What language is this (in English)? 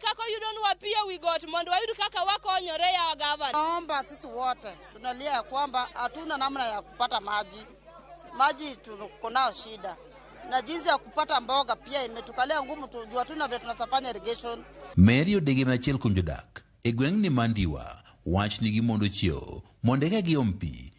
Luo (Kenya and Tanzania)